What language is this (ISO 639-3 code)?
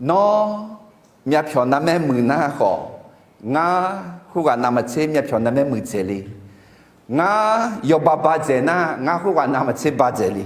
ahk